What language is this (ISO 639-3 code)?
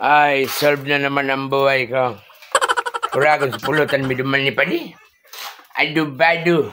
bik